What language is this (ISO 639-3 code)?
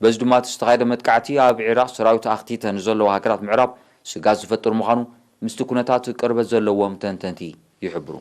tir